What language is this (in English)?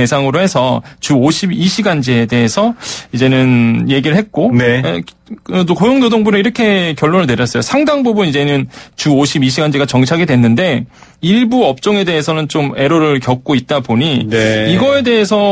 Korean